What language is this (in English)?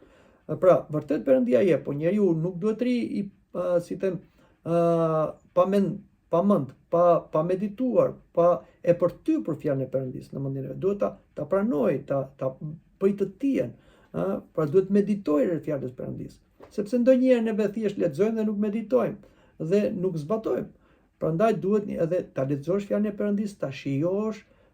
Albanian